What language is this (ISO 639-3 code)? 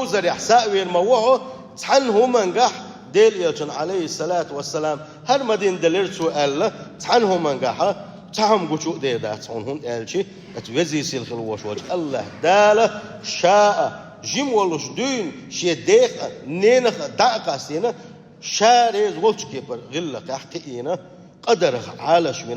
che